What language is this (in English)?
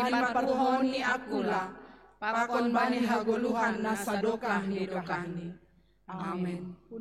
Batak Simalungun